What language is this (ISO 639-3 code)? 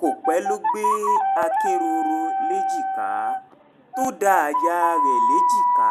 yor